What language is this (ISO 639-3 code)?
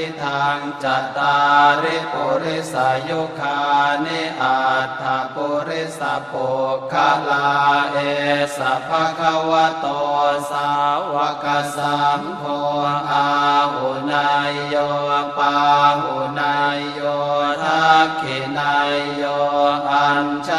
pli